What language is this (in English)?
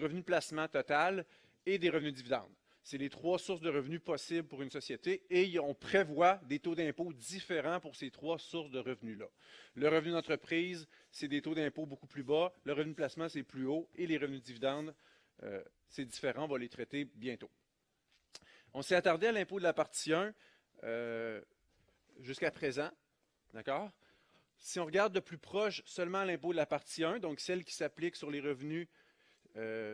French